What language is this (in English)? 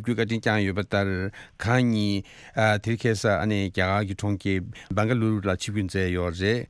Tibetan